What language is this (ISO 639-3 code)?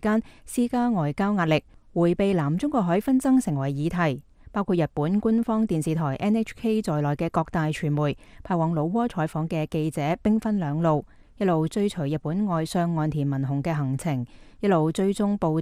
yue